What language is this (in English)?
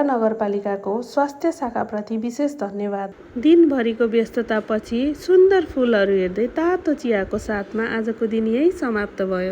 Nepali